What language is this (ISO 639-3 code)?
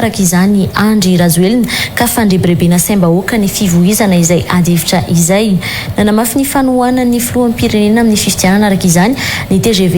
mlg